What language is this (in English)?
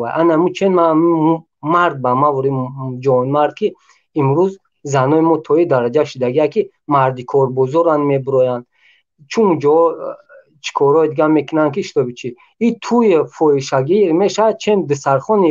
Tajik